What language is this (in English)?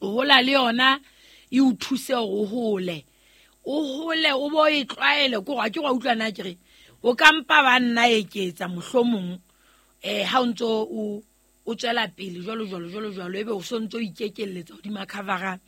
Southern Sotho